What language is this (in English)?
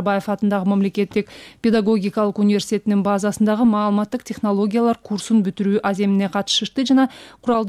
Kyrgyz